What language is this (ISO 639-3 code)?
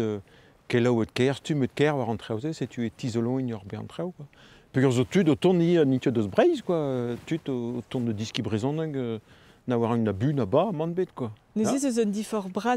bre